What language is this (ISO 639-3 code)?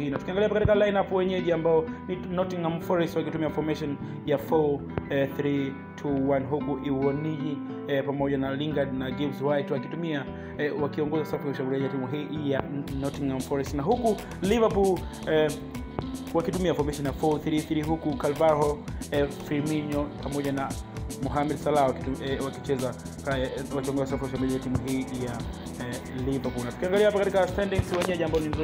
swa